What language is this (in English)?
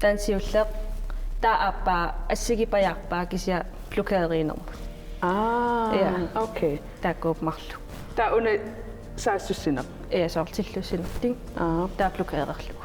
Kalaallisut